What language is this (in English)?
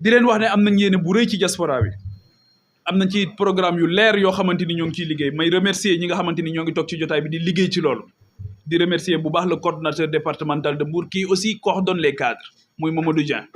Wolof